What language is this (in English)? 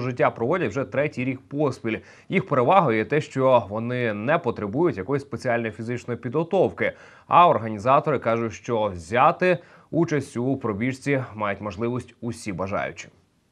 Ukrainian